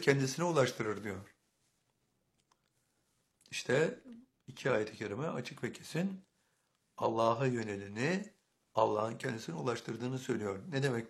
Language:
Turkish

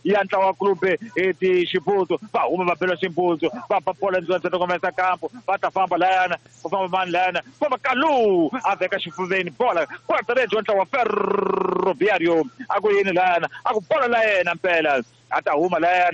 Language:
Tsonga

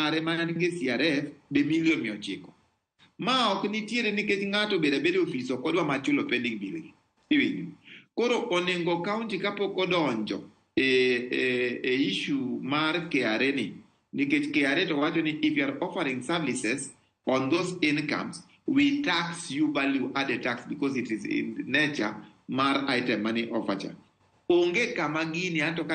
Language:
Luo (Kenya and Tanzania)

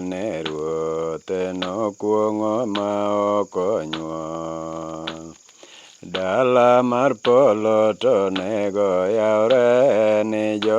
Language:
Luo (Kenya and Tanzania)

